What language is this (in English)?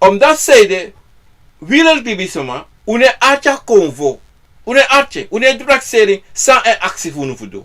Sranan Tongo